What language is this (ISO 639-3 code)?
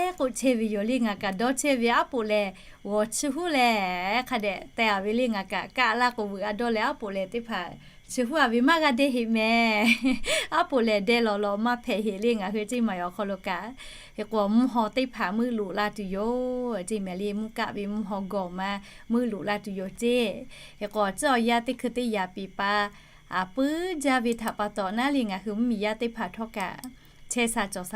lhu